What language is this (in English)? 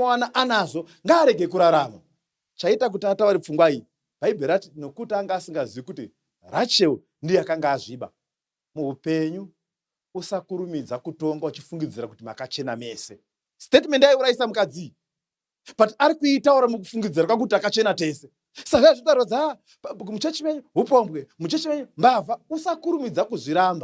Shona